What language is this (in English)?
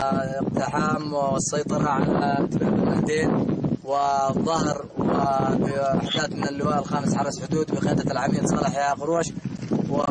Arabic